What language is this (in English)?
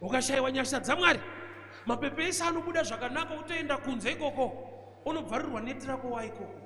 Shona